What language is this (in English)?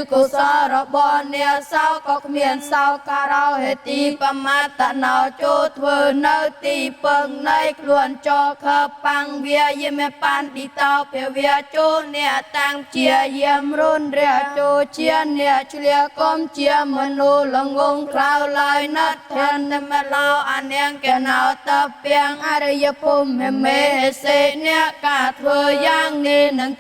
Khmer